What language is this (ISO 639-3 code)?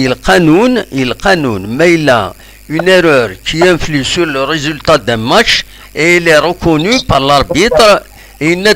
kab